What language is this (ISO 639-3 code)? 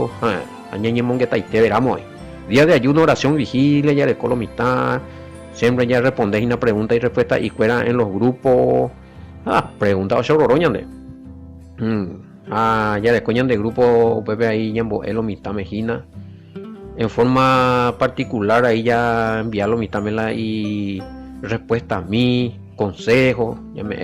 grn